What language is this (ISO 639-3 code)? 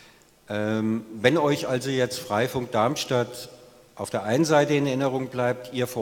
deu